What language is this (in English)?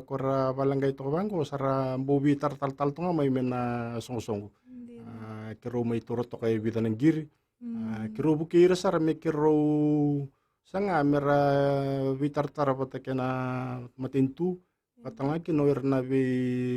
Fijian